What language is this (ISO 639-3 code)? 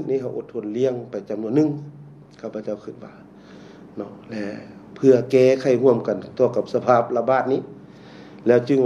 lao